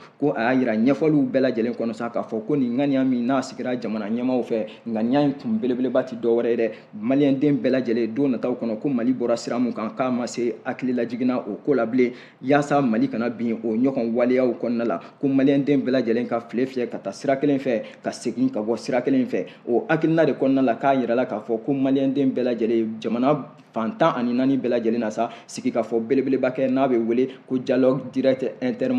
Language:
Bambara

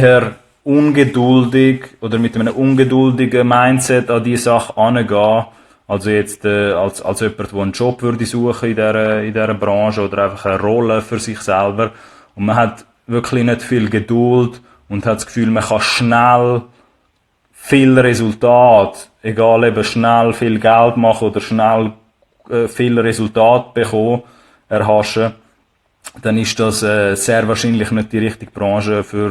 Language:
Swiss German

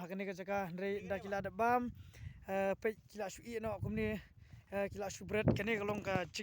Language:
Khasi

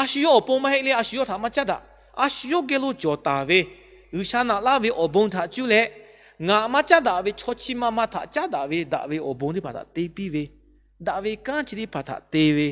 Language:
Lahu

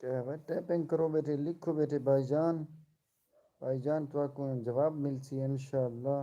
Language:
Saraiki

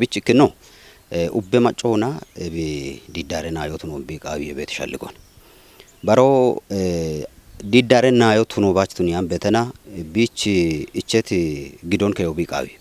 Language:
Kafa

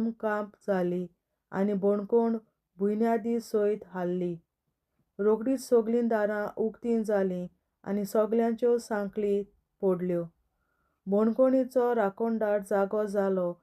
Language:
Konkani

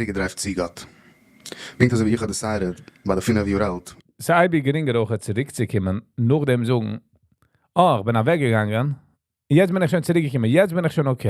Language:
Yiddish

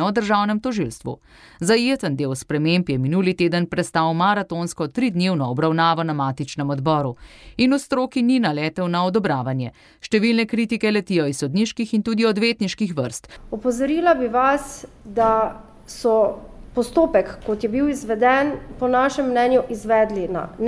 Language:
Slovenian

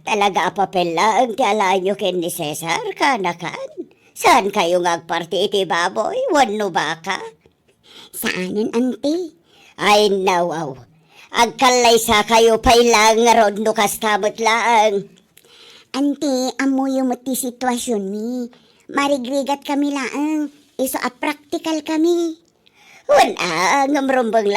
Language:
Iloko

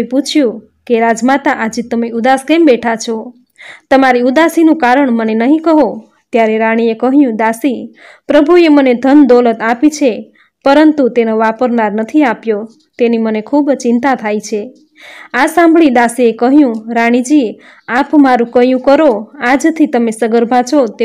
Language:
Gujarati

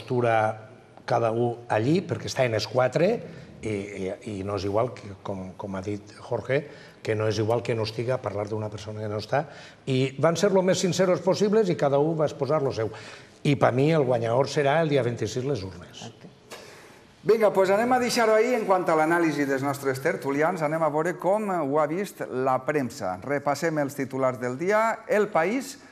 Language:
Catalan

